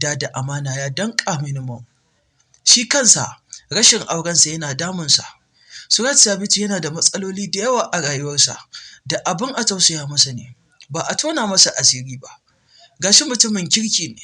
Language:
Hausa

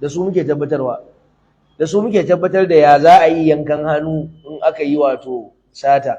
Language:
Hausa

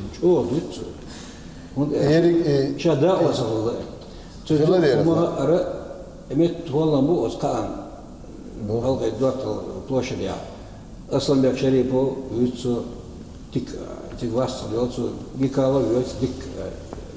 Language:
Chechen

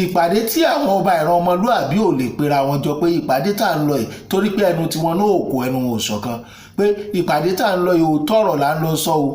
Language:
Yoruba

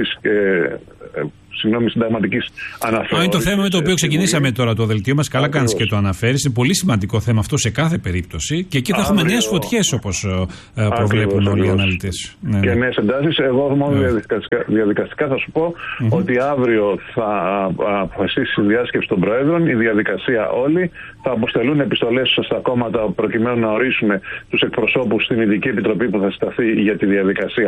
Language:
Greek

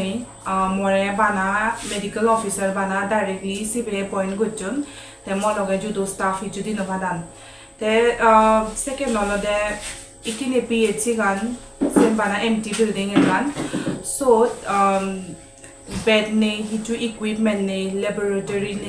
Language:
Chakma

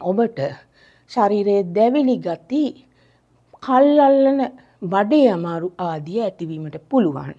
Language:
Sinhala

